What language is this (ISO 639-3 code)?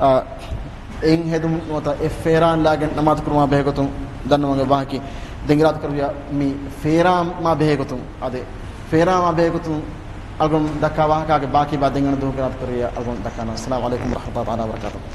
div